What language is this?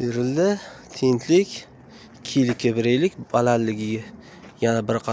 Uzbek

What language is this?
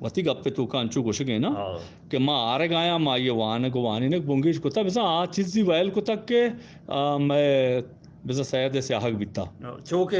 Eastern Balochi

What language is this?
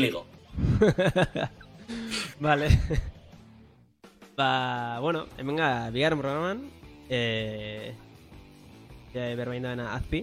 Basque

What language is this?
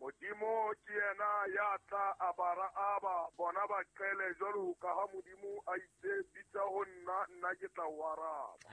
Southern Sotho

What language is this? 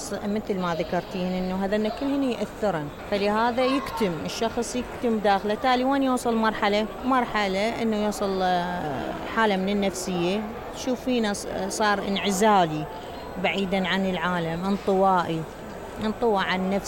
Mesopotamian Arabic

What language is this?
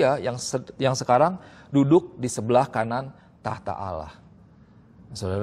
Indonesian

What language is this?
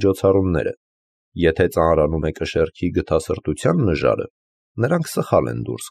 Armenian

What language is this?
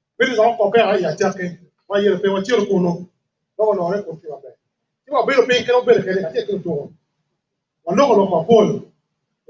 Acoli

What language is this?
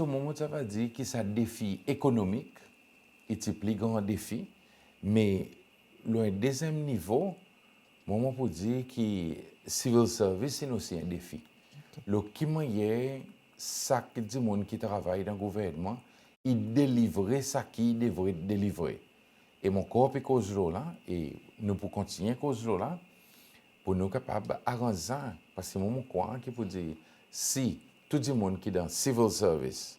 Seselwa Creole French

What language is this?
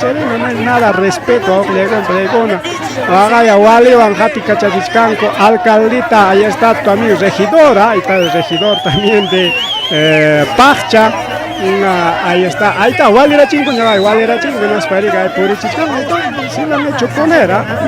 Ayacucho Quechua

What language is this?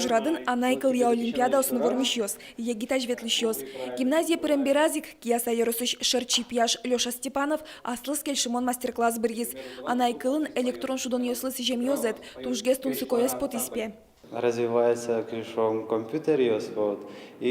Udmurt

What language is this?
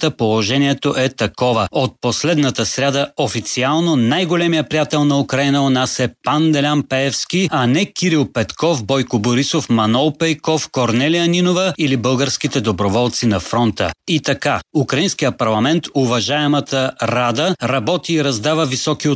Bulgarian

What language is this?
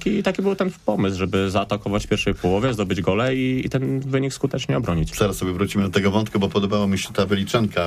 Polish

